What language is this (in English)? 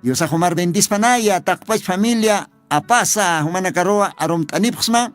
Aymara